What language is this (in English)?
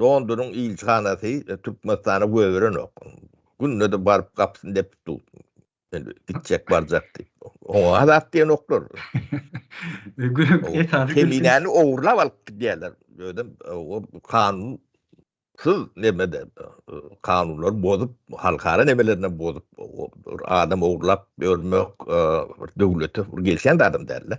Turkmen